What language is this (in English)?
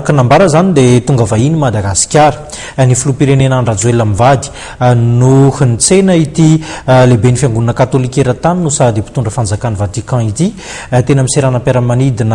Malagasy